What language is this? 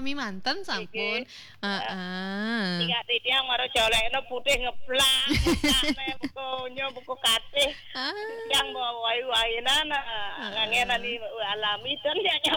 Balinese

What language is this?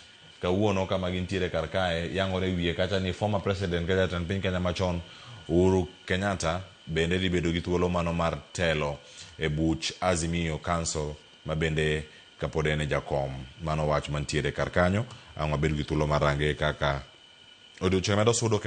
Luo (Kenya and Tanzania)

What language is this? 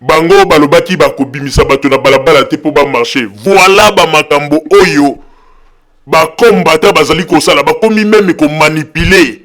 Lingala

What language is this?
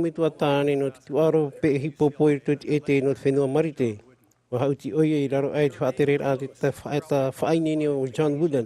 Tahitian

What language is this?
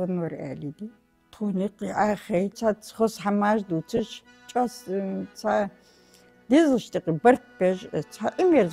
Ingush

